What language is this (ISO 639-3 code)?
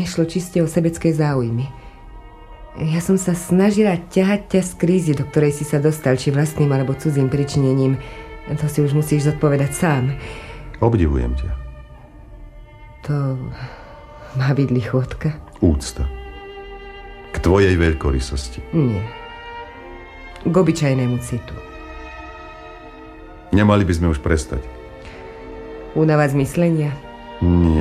slk